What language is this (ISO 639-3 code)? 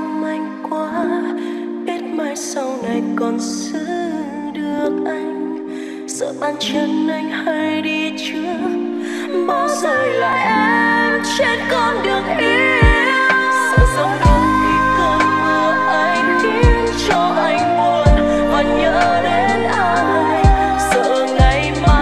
vie